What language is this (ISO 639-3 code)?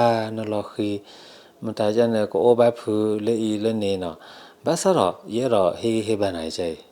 ksw